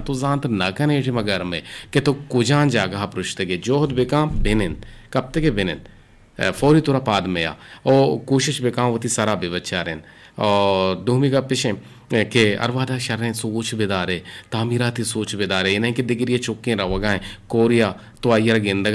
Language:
Eastern Balochi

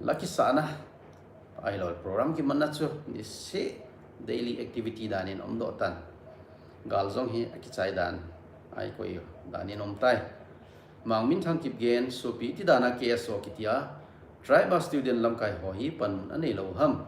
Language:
Thado Chin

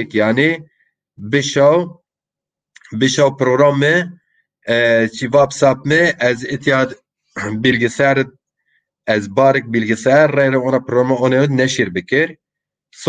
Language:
Zaza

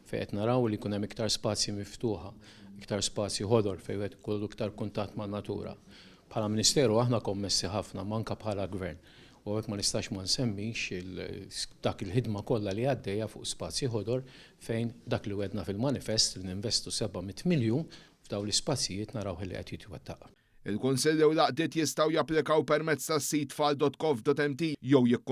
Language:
Maltese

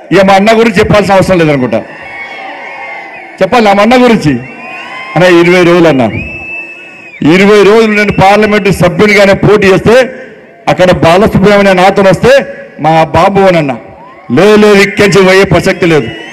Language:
Telugu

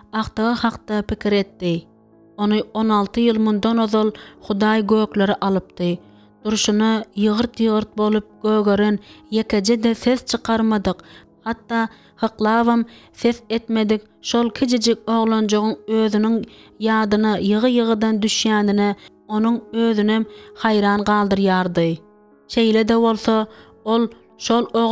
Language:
Turkmen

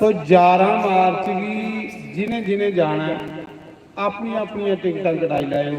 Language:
Dogri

